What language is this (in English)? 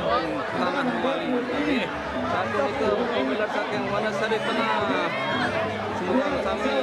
Balinese